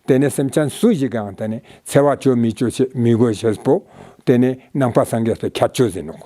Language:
Ladakhi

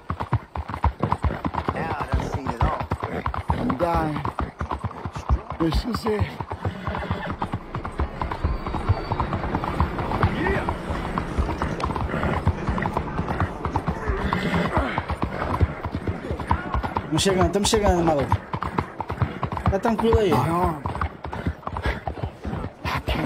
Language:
Portuguese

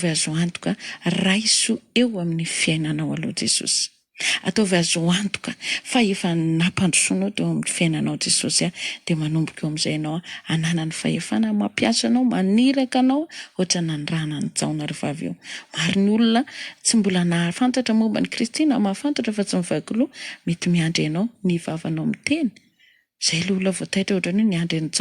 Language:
Malagasy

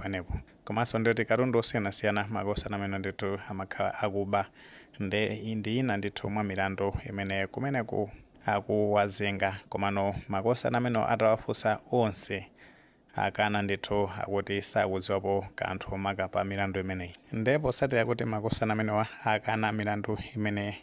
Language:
Nyanja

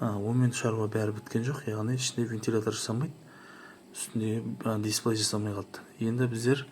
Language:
Kazakh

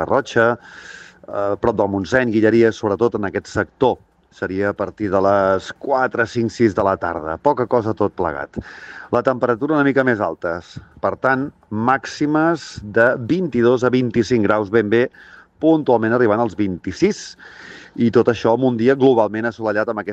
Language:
Catalan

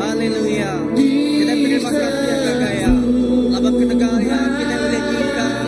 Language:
Iban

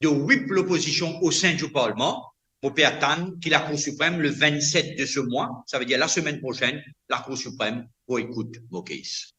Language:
Morisyen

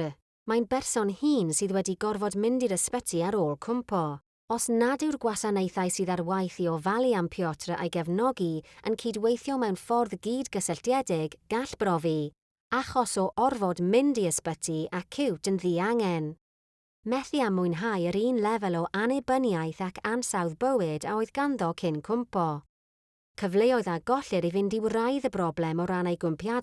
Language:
Welsh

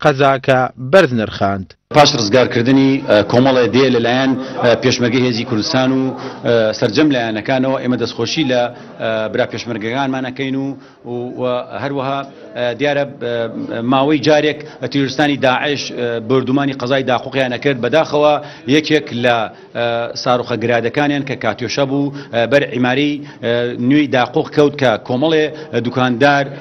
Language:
Central Kurdish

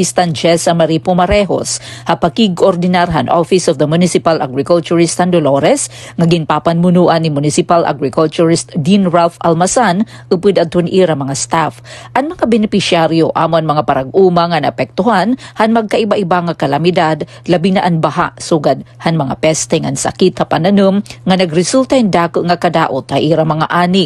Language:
Waray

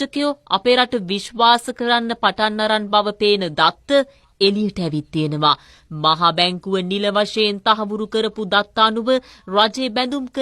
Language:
Sinhala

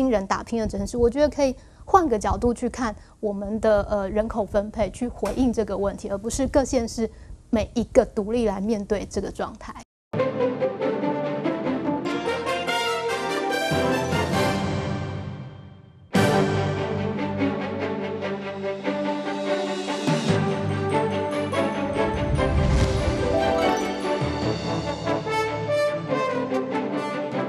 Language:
Chinese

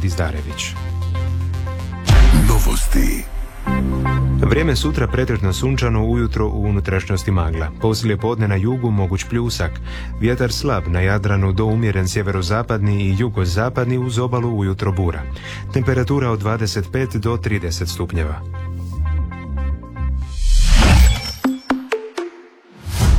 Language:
Croatian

